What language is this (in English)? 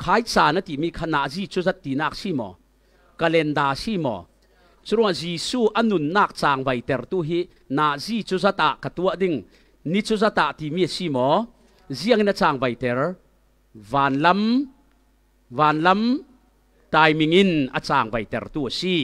Falam Chin